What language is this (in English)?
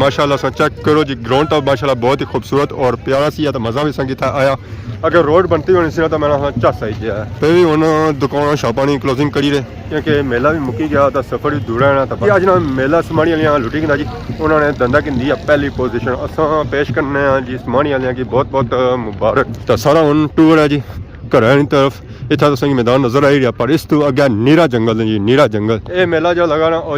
Pahari-Potwari